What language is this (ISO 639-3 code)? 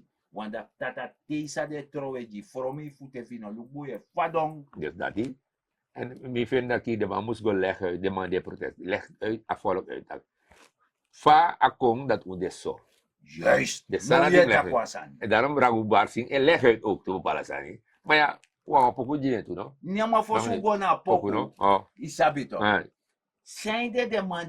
srn